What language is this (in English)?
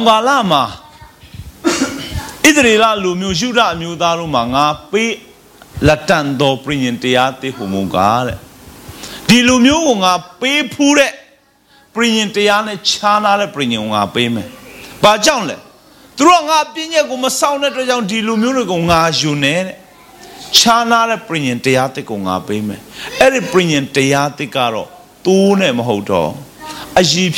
Burmese